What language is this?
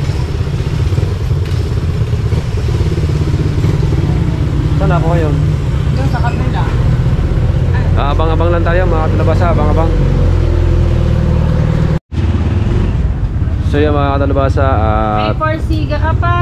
Filipino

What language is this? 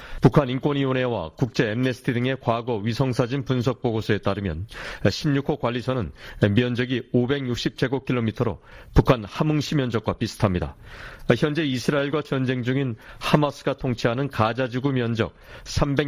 Korean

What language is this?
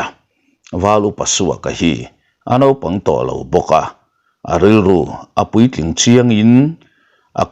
Mizo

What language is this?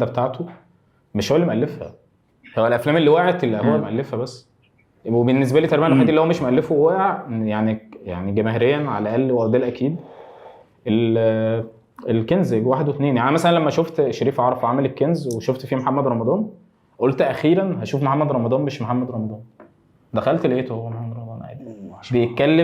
Egyptian Arabic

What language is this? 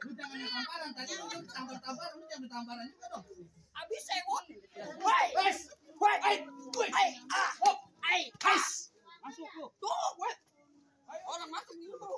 Betawi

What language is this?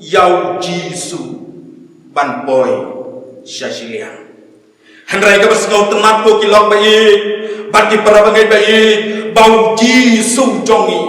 Khasi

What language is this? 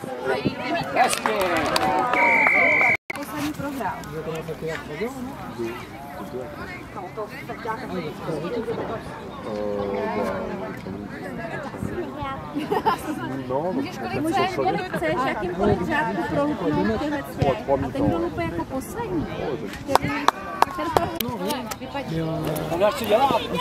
Czech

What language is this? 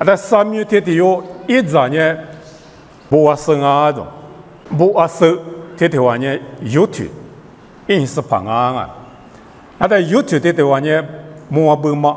Lisu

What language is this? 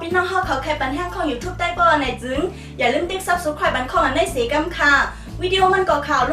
Shan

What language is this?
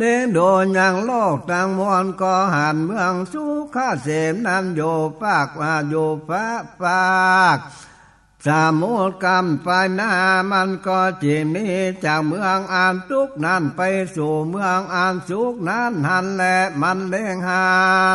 Northern Thai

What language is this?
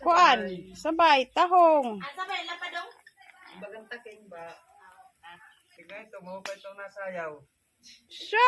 Waray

